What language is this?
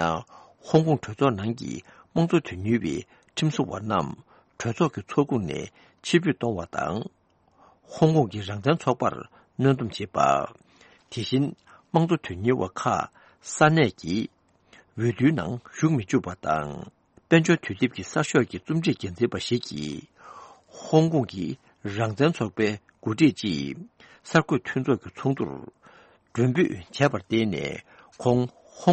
Tibetan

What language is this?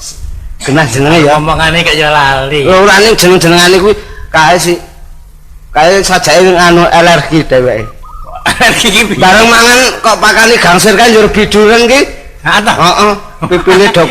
Javanese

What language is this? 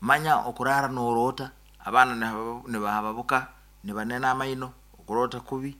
Nyoro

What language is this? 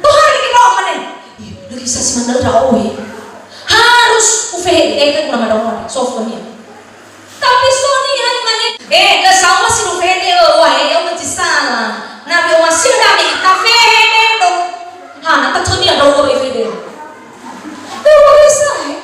Nias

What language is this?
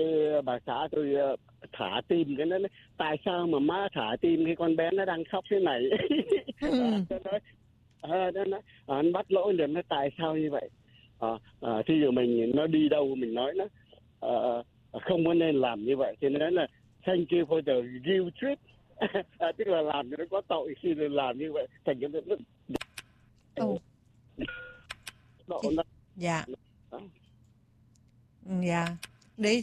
Vietnamese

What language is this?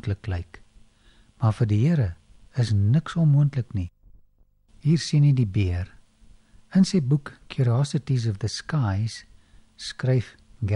Afrikaans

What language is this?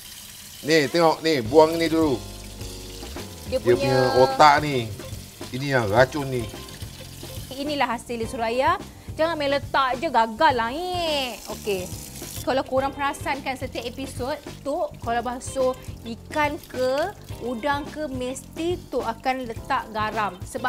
Malay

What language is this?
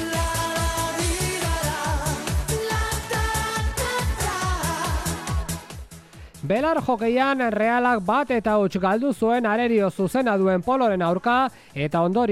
Basque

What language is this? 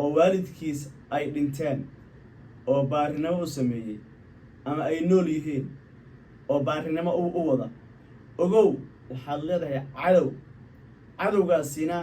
Somali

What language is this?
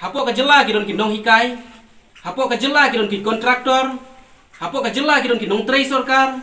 Khasi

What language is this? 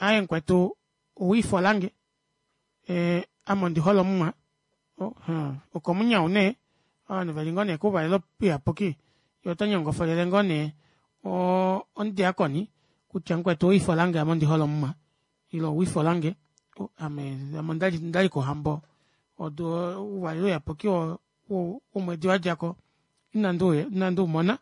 Kuanyama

